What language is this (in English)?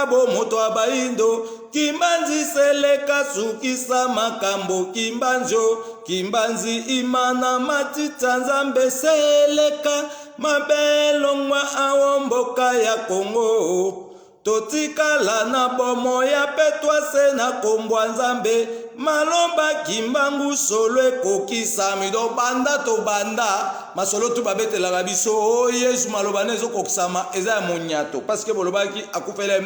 Lingala